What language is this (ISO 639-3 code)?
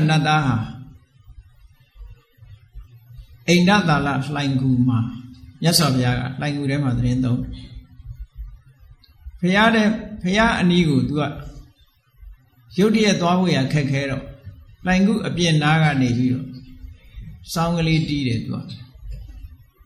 mya